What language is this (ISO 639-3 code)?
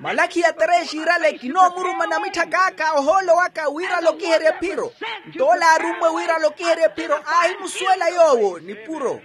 vmw